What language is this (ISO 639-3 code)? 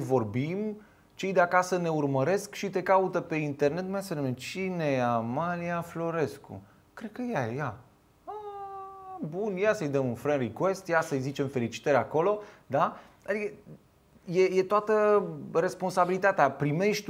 ron